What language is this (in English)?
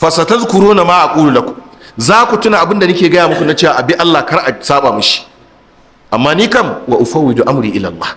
Hausa